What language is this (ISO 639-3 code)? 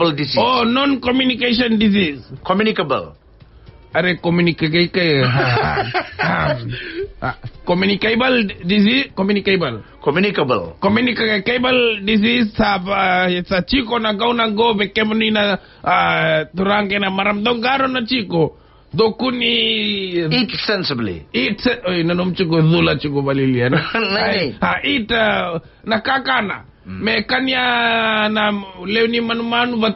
fij